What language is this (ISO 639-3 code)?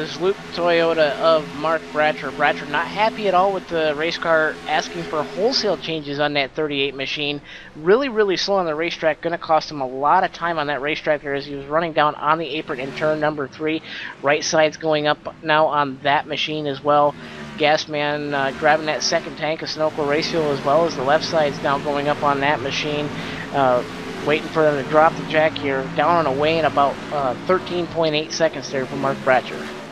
eng